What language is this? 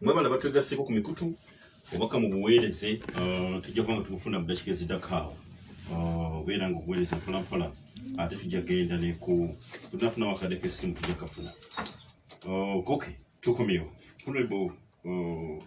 Ganda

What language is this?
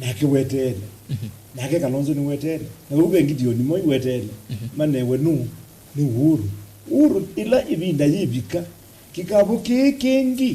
Kamba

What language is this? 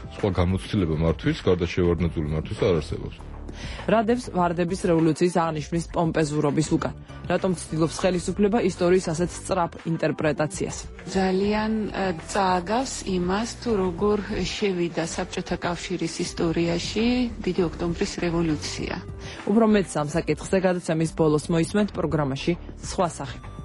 Georgian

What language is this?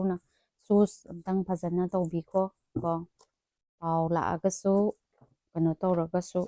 Manipuri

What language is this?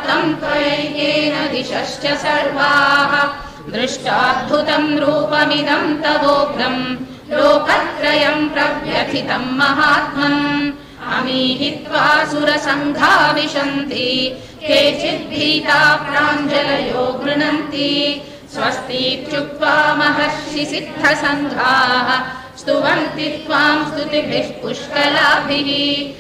Sanskrit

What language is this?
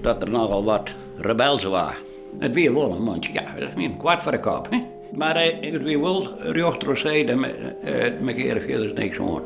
Western Frisian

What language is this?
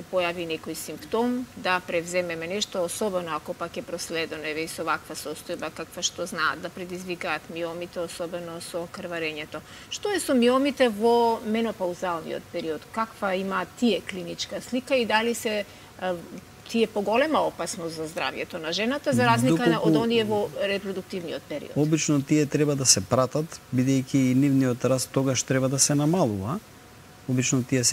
Macedonian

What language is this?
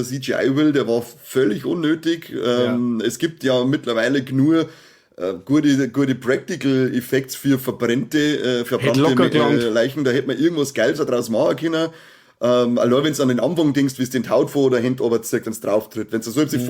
Bavarian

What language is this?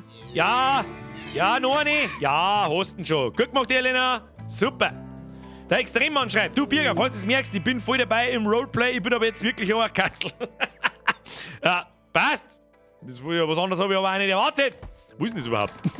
Bavarian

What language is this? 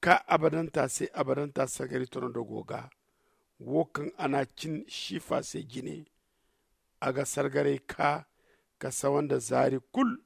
Zarma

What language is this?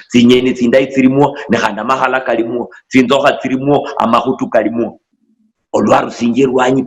Luyia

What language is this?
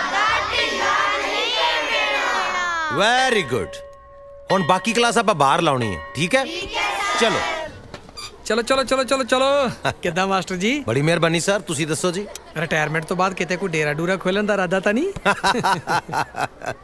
Punjabi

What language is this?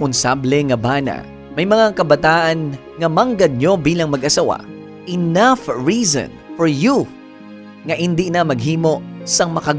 Hiligaynon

